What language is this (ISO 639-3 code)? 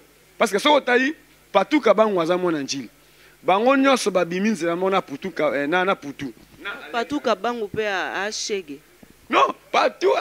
lin